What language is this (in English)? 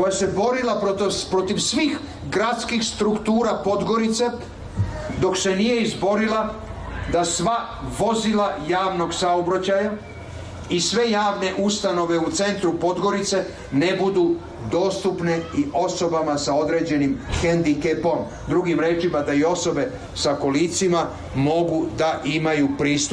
Serbian